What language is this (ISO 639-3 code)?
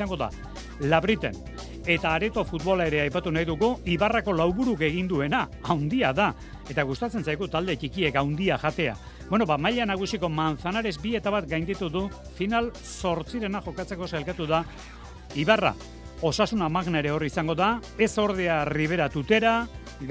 eus